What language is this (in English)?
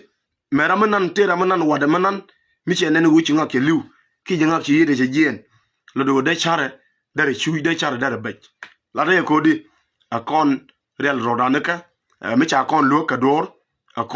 Nuer